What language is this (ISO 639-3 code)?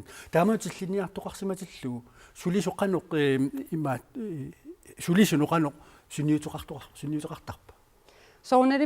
kal